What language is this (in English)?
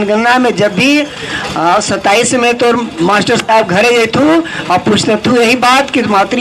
Magahi